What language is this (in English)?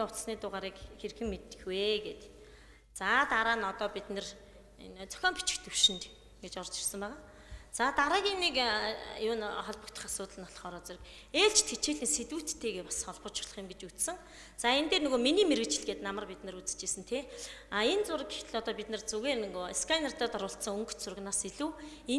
Mongolian